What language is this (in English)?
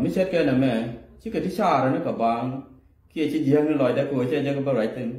Nuer